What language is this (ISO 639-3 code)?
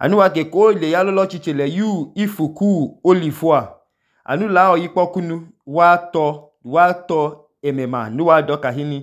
idu